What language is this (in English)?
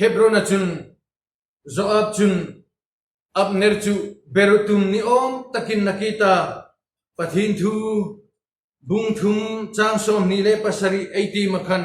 Hmar